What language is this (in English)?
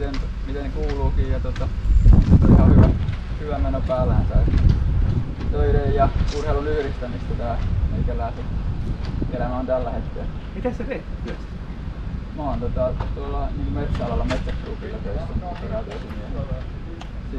Finnish